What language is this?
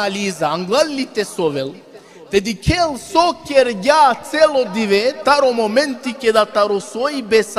Balkan Romani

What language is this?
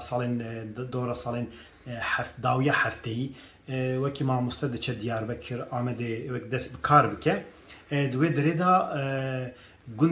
Kurdish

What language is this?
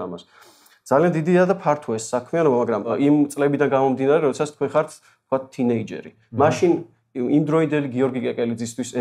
Georgian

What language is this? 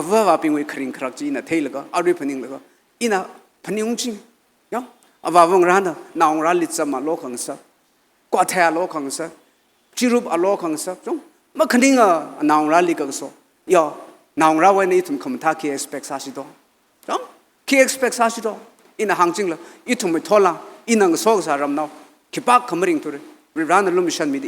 Tangkhul Naga (India)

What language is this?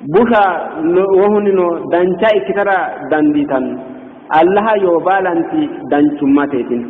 Sidamo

